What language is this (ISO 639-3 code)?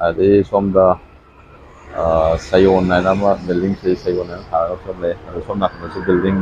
mni